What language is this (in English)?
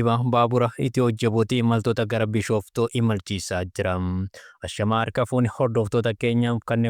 Oromo